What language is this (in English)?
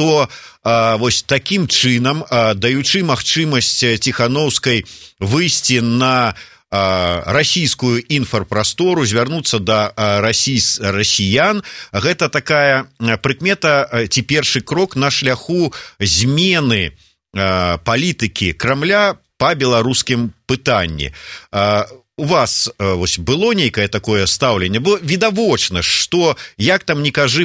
Belarusian